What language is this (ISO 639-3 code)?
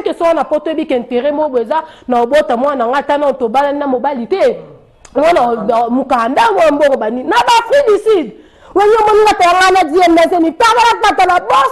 lin